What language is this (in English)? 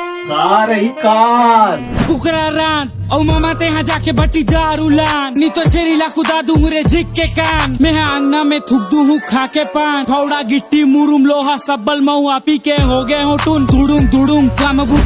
Chhattisgarhi